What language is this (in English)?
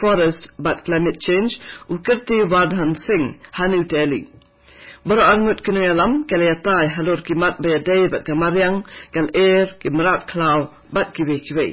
Khasi